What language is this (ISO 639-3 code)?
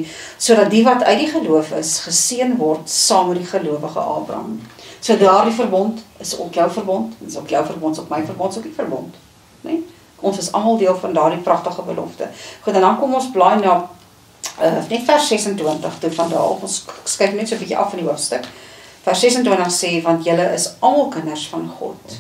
afr